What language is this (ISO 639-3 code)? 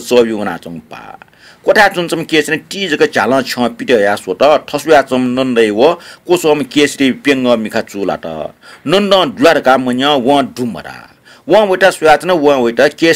new